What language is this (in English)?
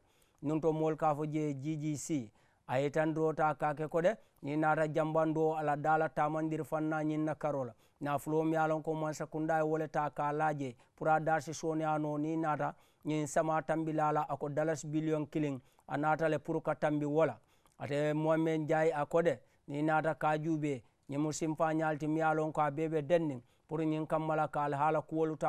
Mandingo